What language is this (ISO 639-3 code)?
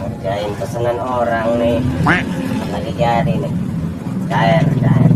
bew